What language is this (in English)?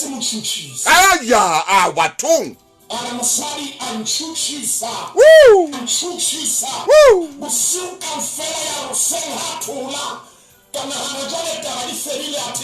Southern Sotho